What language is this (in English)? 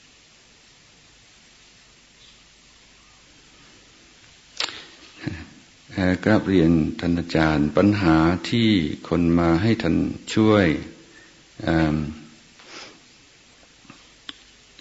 Thai